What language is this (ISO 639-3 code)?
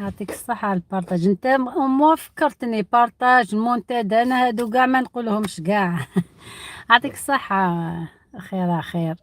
arq